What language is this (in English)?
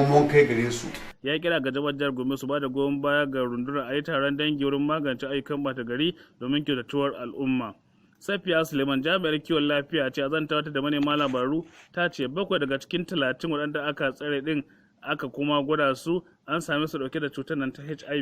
Hausa